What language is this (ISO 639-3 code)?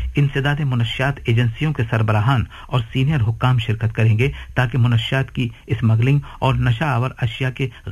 urd